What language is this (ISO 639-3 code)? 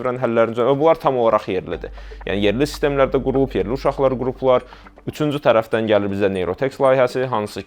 aze